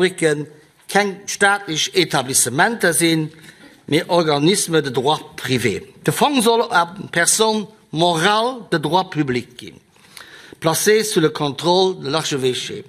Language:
Luxembourgish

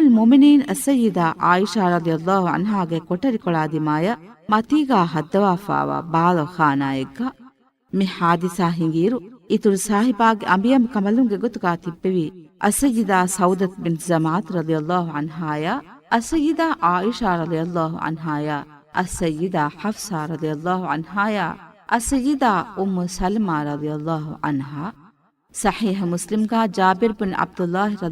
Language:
Divehi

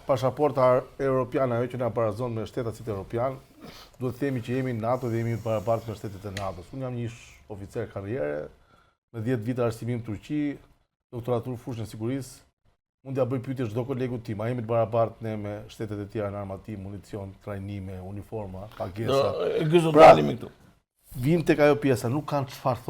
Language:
Albanian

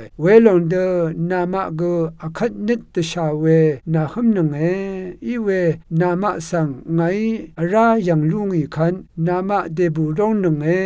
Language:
Rawang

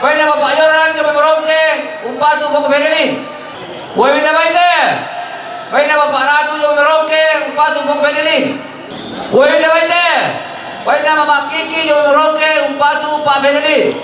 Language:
Toraja-Sa'dan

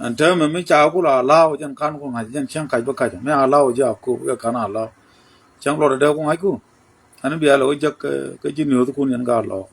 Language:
Nuer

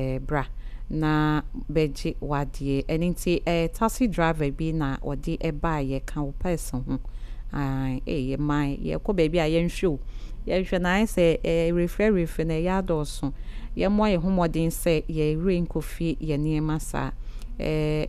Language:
Akan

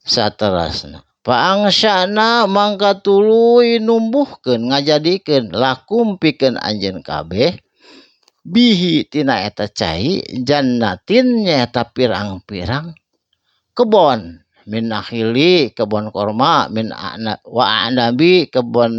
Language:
Sundanese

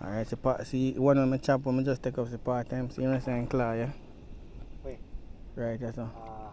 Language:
Jamaican Creole English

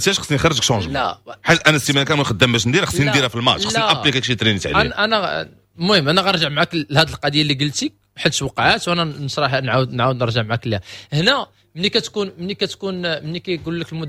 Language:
Moroccan Arabic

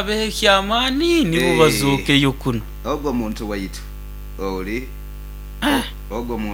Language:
Nyankole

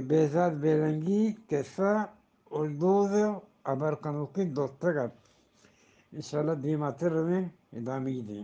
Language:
Eastern Balochi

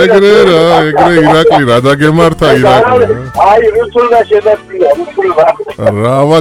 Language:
Georgian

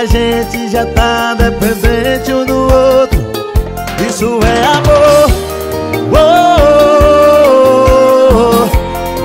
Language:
Portuguese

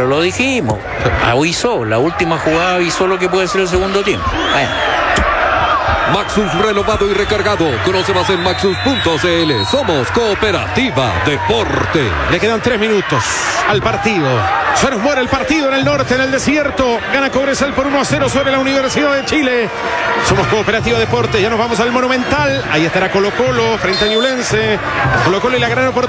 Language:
Spanish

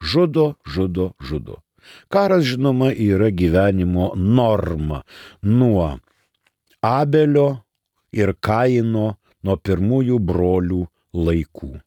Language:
Lithuanian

